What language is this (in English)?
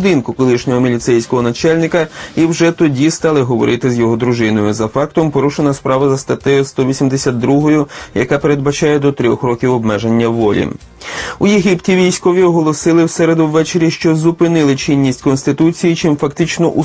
Ukrainian